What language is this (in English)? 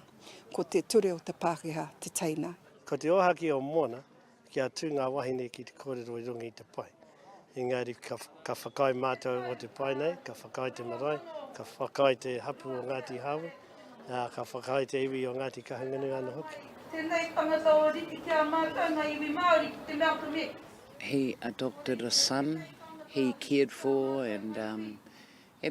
Māori